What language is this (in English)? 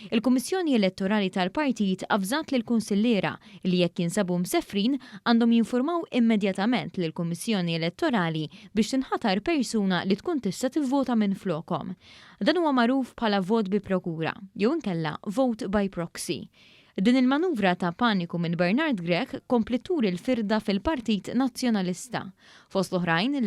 Maltese